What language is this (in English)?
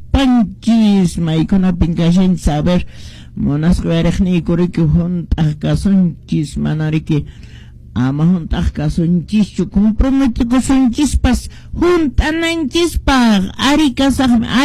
Quechua